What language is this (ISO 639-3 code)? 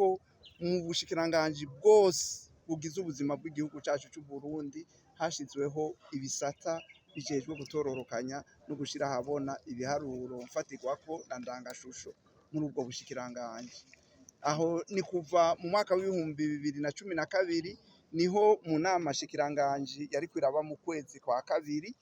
run